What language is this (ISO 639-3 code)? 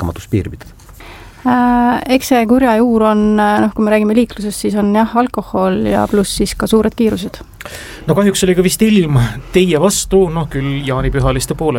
est